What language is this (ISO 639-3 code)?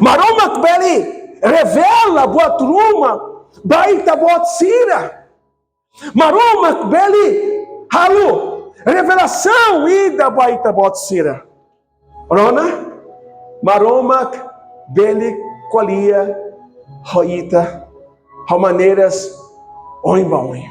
tet